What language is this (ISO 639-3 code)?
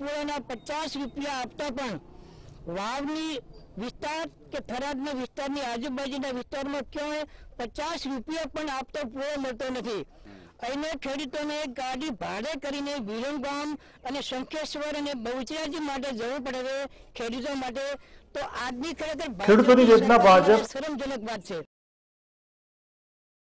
guj